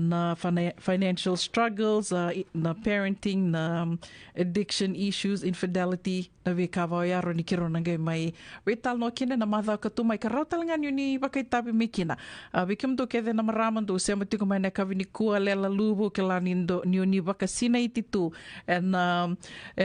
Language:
Fijian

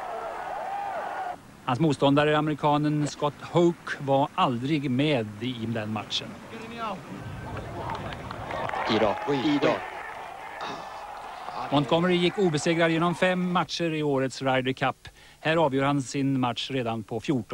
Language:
Swedish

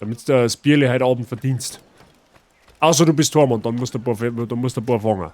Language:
Bavarian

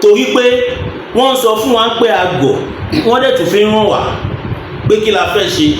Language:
Yoruba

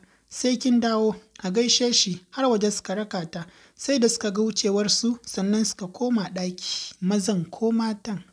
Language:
Hausa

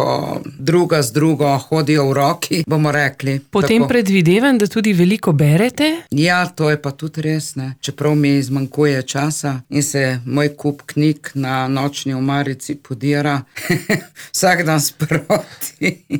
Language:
Slovenian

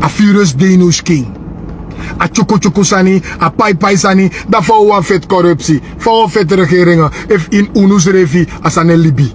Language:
Sranan Tongo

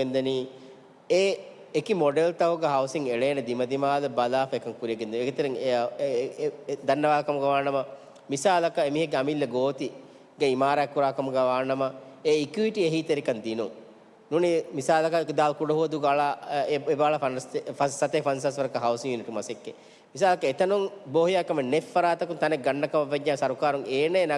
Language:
Divehi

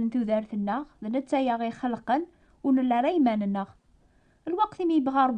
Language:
Kabyle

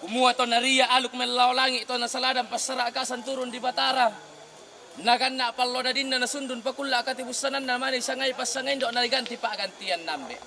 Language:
Toraja-Sa'dan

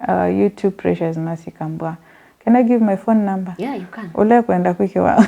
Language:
Kamba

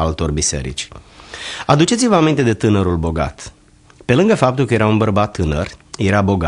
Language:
Romanian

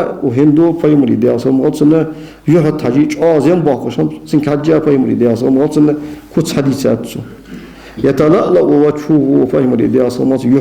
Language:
Ingush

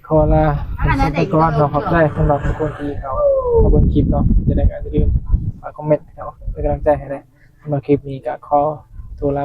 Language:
Northeastern Thai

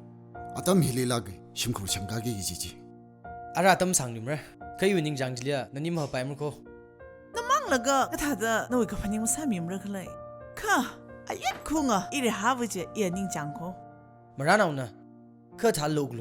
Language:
Tangkhul Naga (India)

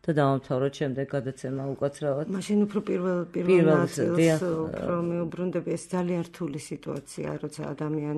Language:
Georgian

